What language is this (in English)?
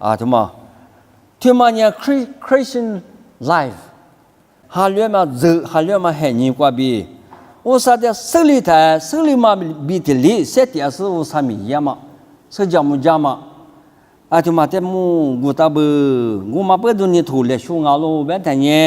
Lisu